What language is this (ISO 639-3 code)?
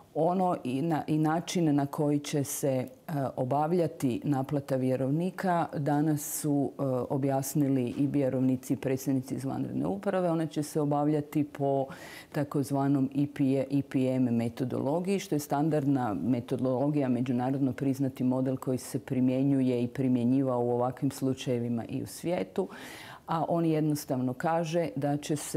hrv